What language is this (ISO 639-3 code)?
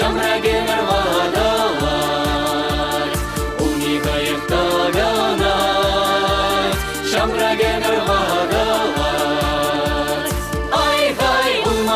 chv